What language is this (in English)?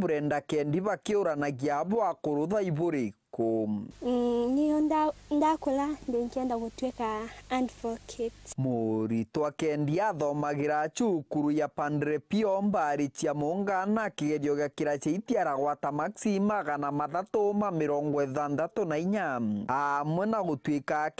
Meru